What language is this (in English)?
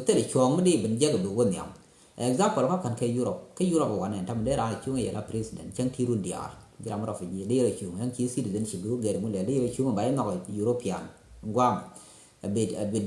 Nuer